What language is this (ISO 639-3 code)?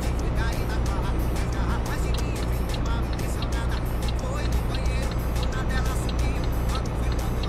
por